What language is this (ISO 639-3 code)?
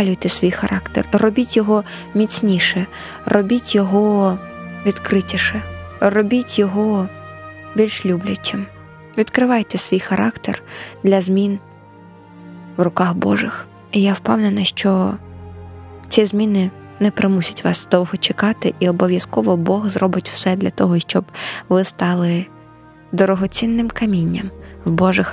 ukr